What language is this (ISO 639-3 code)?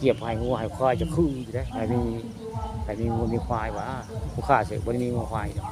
tts